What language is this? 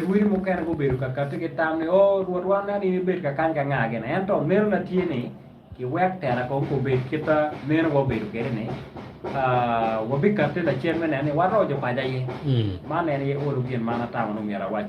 Acoli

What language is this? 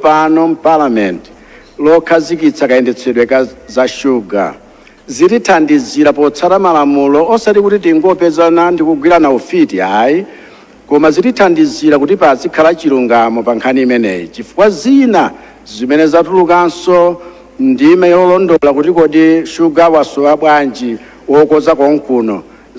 Nyanja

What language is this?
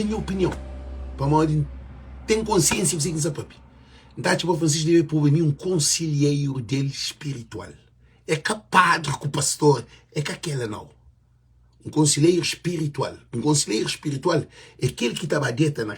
Kabuverdianu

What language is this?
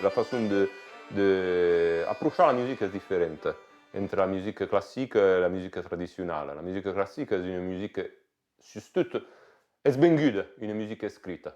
Occitan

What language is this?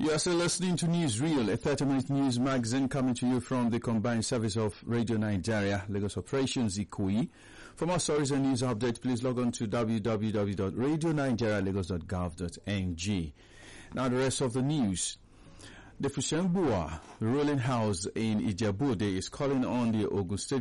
English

